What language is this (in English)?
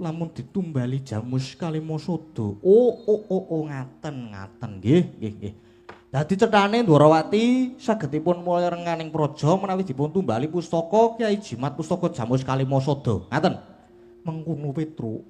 Javanese